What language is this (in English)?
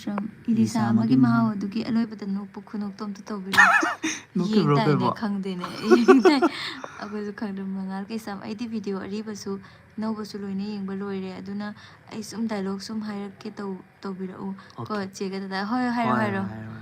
Manipuri